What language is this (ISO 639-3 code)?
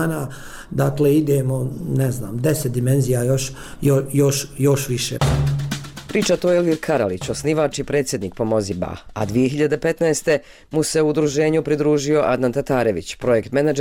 bos